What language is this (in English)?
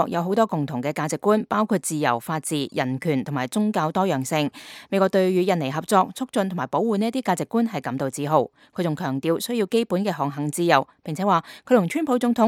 Cantonese